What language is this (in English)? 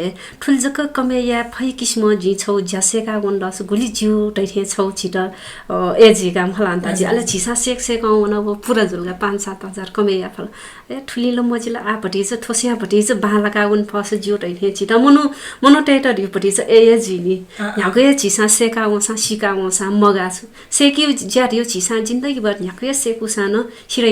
Newari